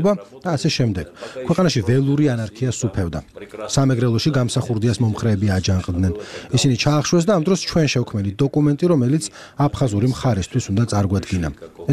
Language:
Georgian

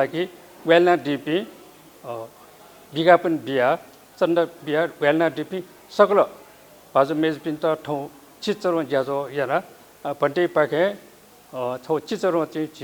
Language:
Newari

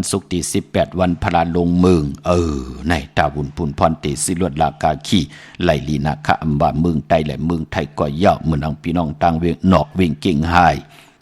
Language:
Shan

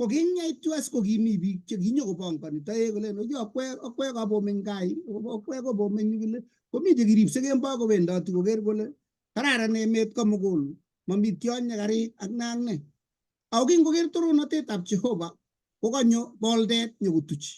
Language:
Kalenjin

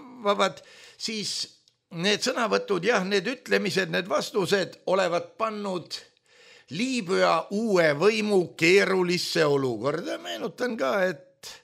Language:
Estonian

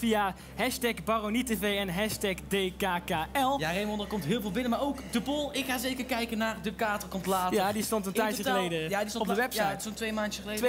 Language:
Dutch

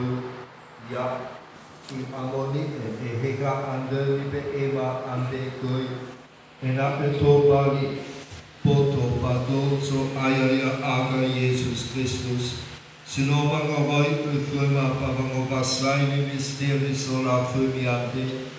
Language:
Nias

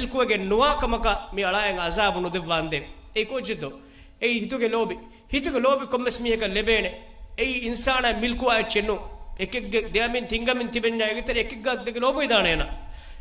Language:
Divehi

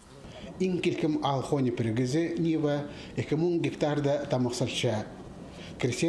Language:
Khakas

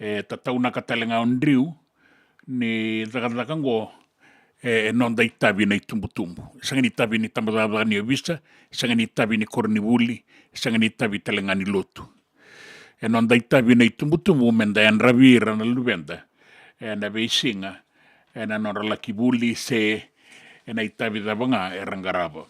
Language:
Fijian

